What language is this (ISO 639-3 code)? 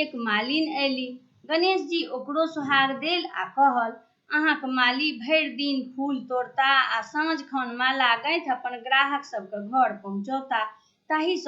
mai